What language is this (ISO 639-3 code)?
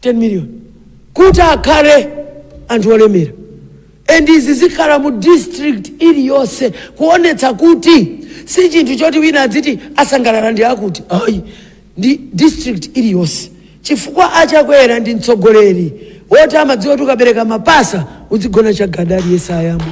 nya